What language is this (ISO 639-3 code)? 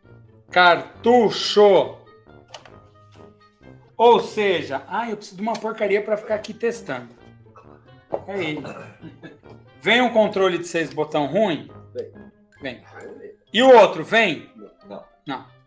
por